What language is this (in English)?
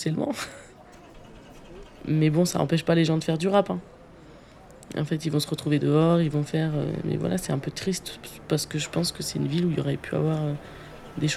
French